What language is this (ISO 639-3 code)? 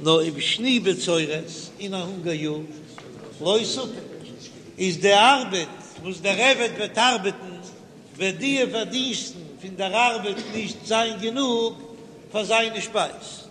yid